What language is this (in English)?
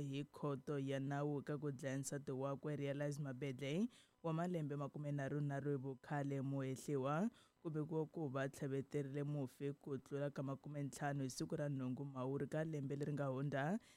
Tsonga